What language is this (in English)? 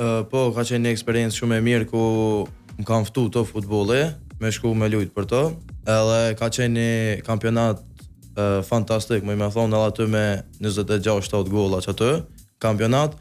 Albanian